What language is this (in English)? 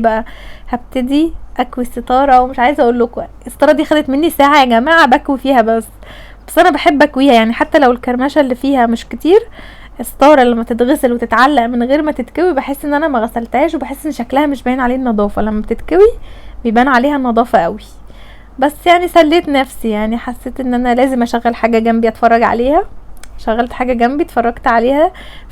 Egyptian Arabic